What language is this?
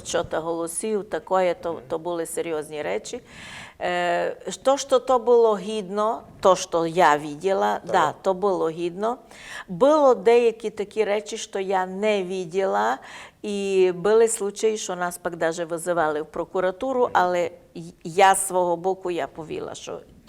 Rusyn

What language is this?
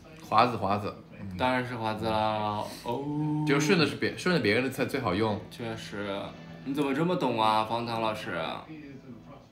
Chinese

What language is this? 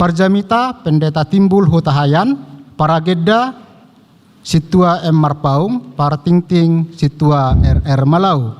Batak Toba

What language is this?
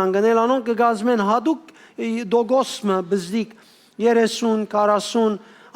Western Armenian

